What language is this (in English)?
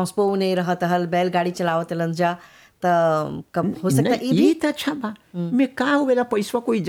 Bhojpuri